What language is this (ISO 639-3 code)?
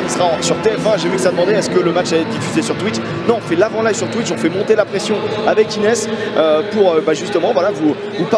fra